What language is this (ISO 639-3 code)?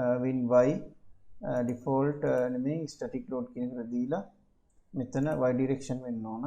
sin